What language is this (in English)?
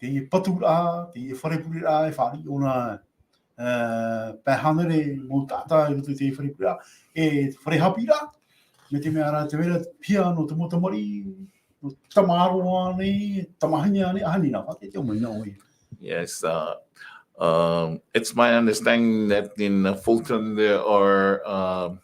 Tahitian